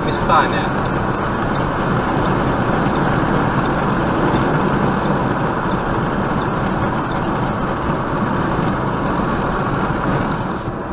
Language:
Russian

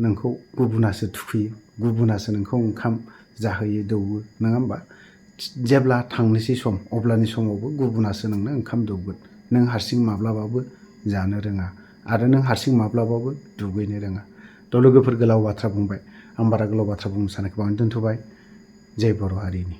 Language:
Bodo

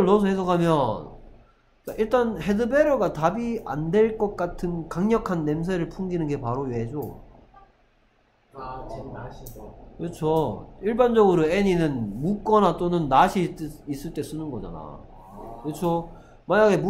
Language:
Korean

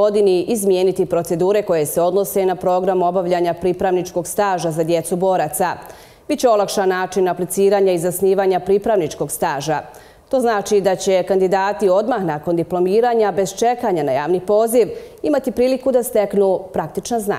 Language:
Bosnian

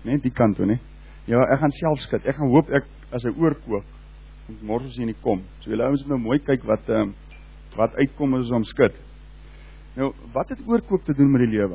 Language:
Afrikaans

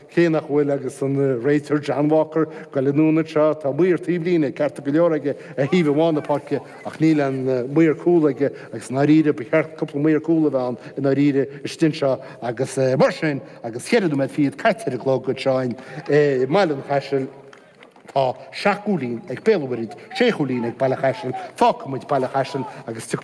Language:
Irish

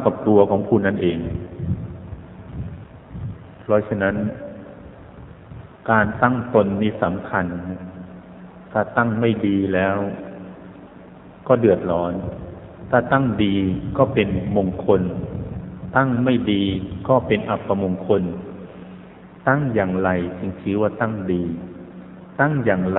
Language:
Thai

